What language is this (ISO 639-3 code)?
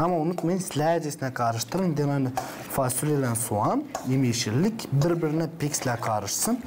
gag